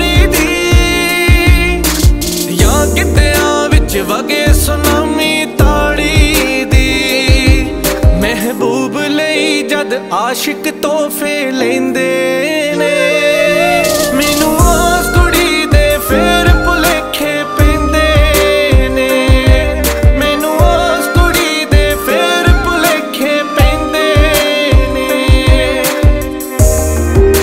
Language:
Punjabi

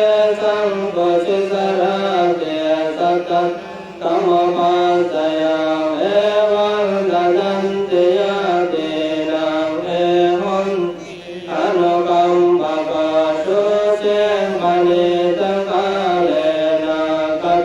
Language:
Pali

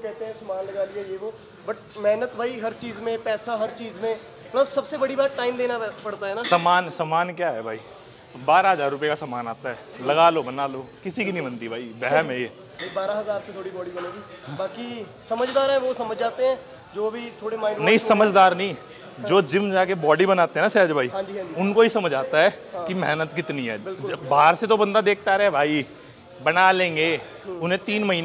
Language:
Hindi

